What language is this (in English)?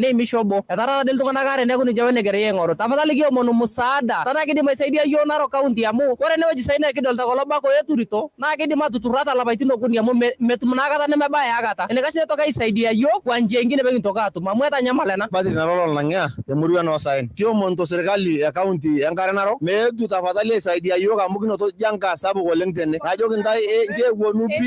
Masai